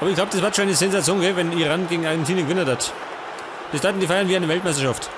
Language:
Bavarian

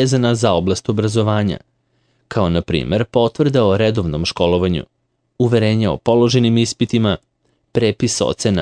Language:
Serbian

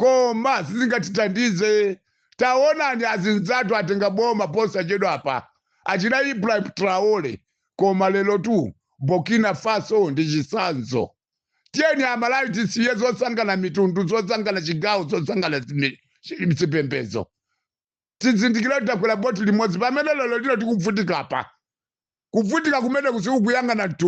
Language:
Nyanja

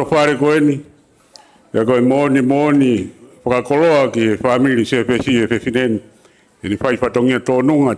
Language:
Tongan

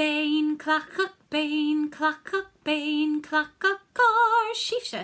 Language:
Scottish Gaelic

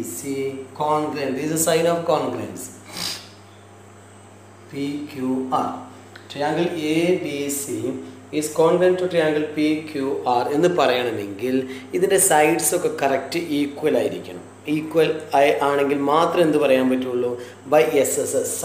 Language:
Malayalam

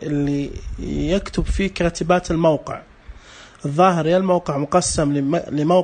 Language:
Najdi Arabic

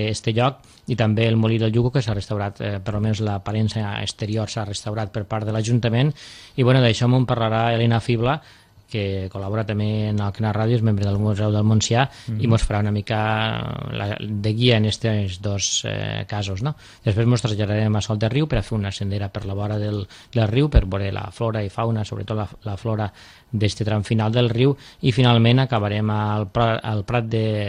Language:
Catalan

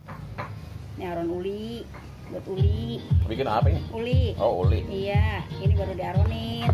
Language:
Betawi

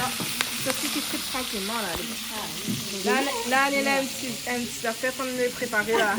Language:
Réunion Creole French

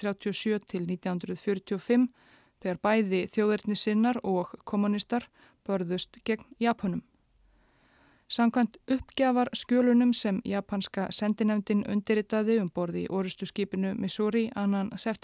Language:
Icelandic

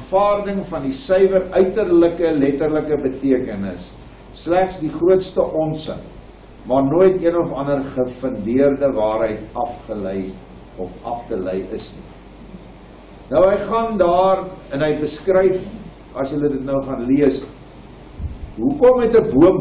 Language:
Afrikaans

